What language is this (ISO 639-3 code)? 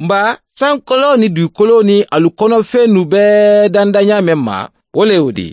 man